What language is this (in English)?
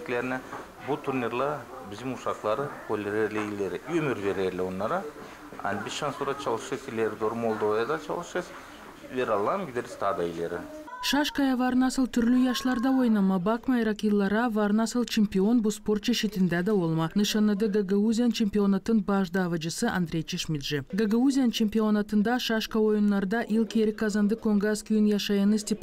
Gagauz